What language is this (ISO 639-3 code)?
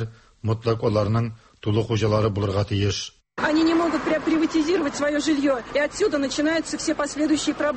tat